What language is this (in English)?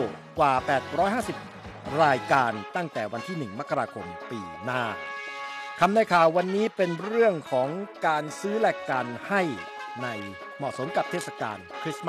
Thai